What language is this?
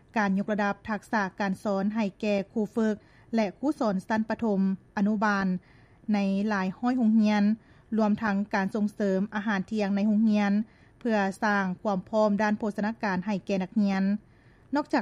Lao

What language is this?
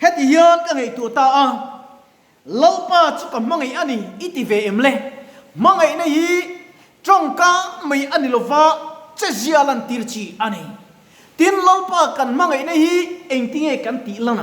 Mizo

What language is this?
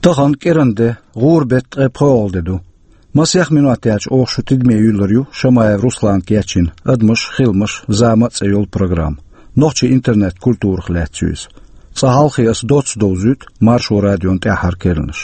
Chechen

